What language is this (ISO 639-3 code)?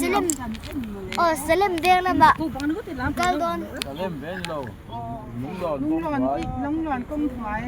lus